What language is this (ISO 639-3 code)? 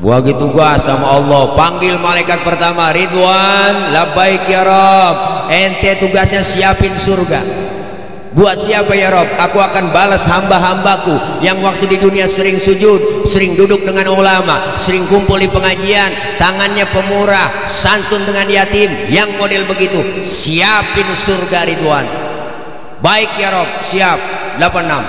bew